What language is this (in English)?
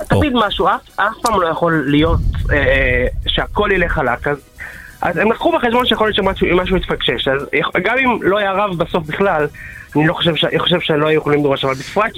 Hebrew